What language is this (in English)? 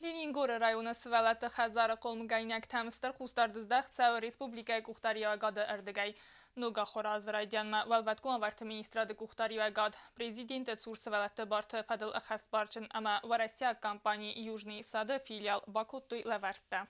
Ossetic